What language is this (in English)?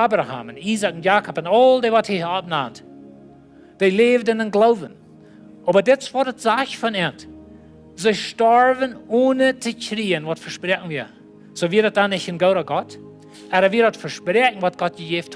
Plautdietsch